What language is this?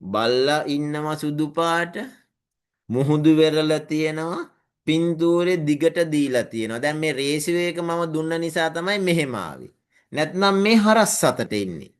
Sinhala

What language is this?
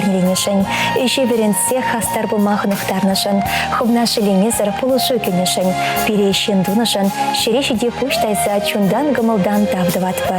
Chuvash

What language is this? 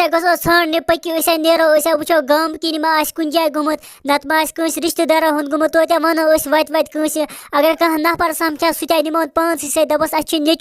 Kashmiri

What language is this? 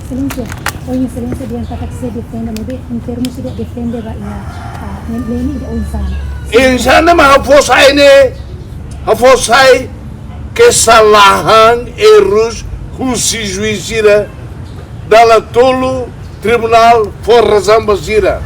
Tetum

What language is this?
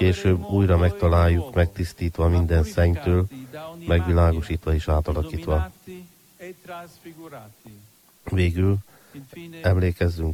Hungarian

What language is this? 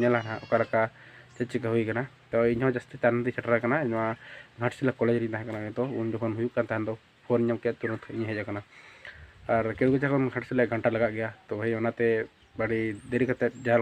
Santali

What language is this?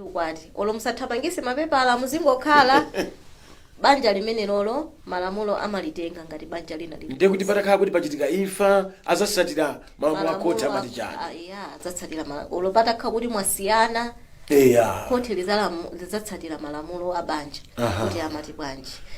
Nyanja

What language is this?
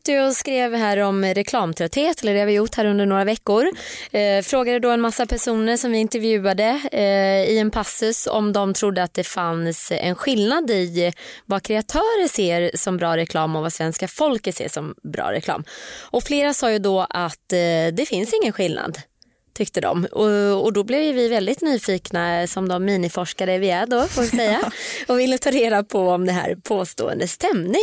Swedish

